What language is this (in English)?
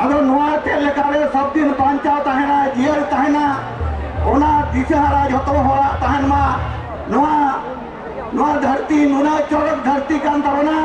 Santali